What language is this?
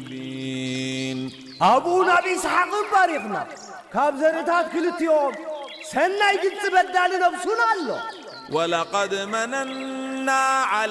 Tigrinya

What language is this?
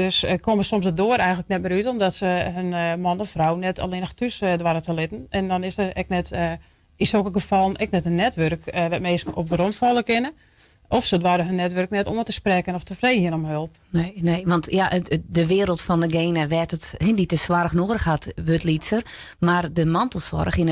Western Frisian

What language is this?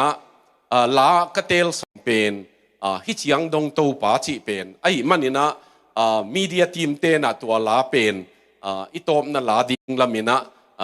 Tedim Chin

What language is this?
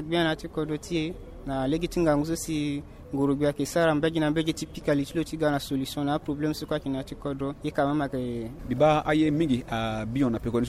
Sango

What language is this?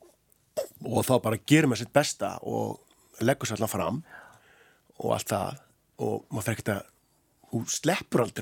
Icelandic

